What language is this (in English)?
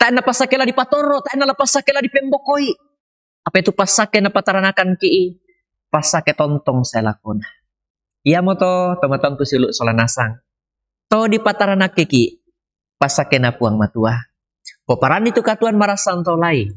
Toraja-Sa'dan